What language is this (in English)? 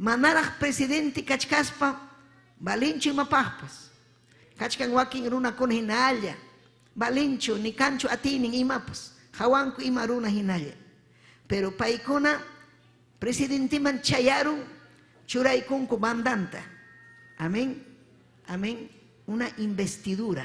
Ayacucho Quechua